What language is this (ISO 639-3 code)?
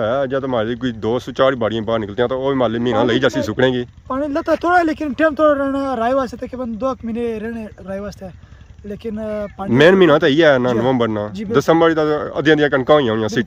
phr